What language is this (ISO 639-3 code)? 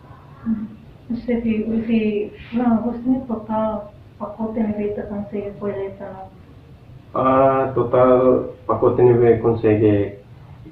tet